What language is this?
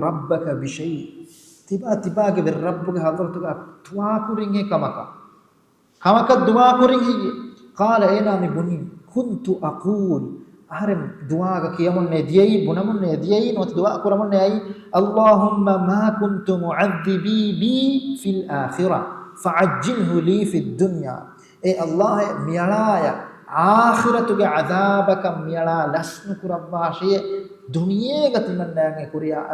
Divehi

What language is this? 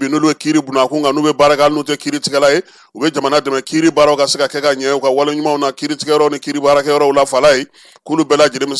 Bambara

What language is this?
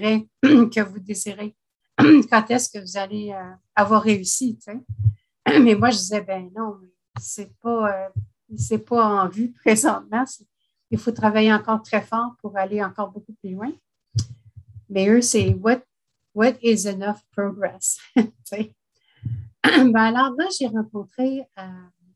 French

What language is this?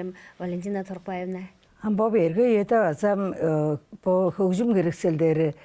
Tuvinian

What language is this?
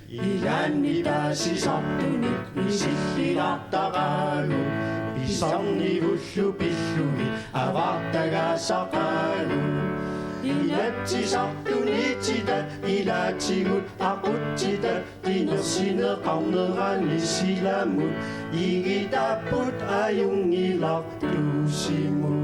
Kalaallisut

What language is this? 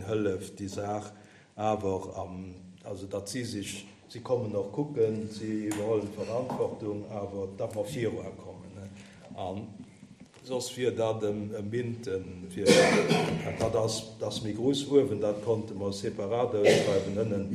Luxembourgish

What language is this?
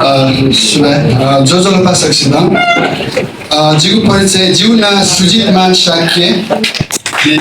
Newari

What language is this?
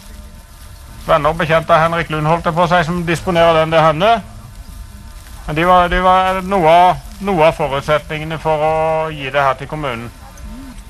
Norwegian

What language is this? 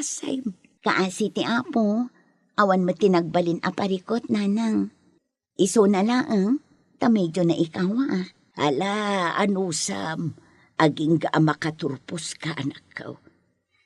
Iloko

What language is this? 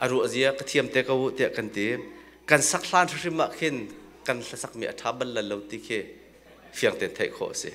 Hakha Chin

